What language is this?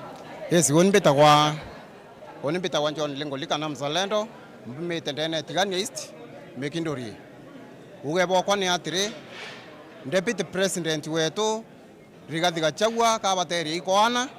Meru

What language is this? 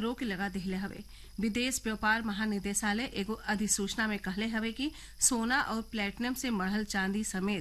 Bhojpuri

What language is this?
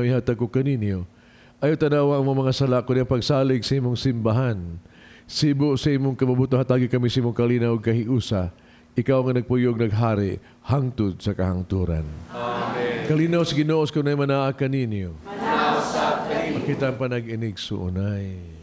Cebuano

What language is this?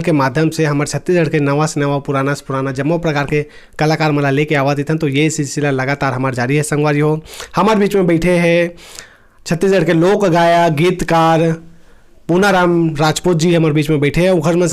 Chhattisgarhi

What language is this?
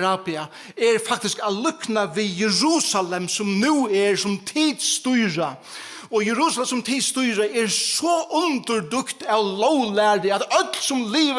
Faroese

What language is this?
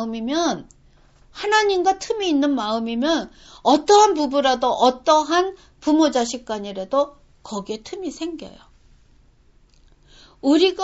Korean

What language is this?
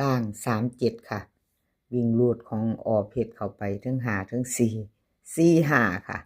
Northeastern Thai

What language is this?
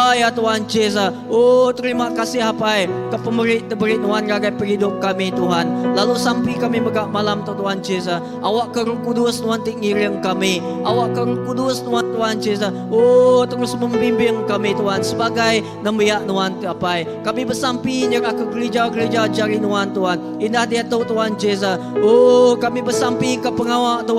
Iban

